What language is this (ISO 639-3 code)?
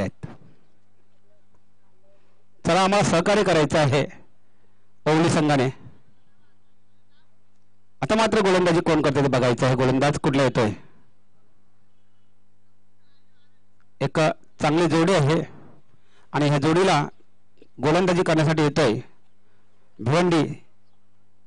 mar